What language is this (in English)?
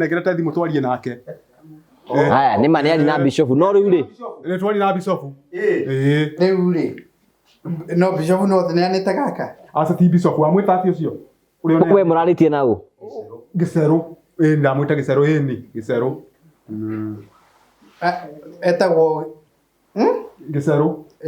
Kikuyu